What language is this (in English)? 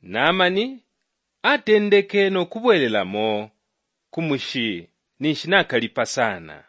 Bemba